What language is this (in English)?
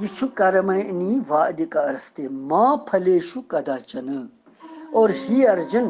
Kashmiri